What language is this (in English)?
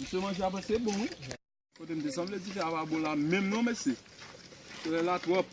Haitian Creole